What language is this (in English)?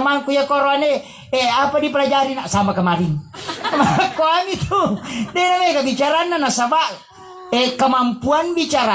Buginese